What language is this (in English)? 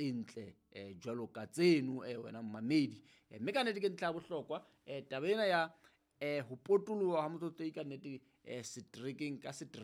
Southern Sotho